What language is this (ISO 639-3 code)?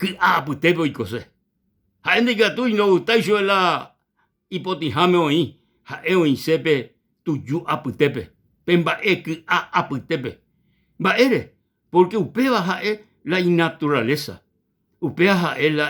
grn